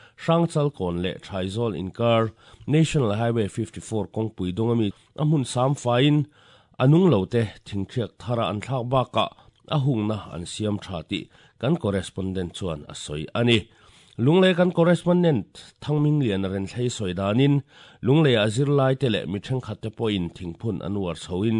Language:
Mizo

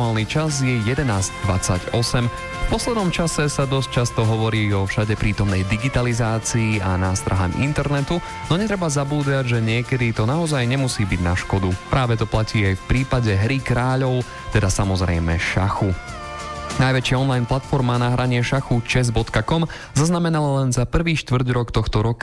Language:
Slovak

